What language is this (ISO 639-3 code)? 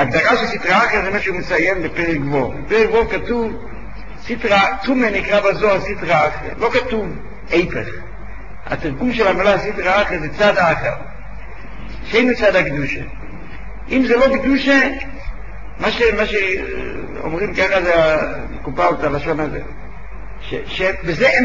heb